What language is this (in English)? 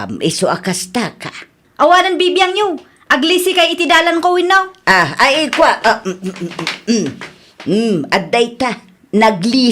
Iloko